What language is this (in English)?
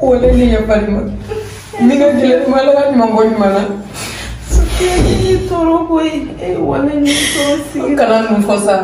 Bambara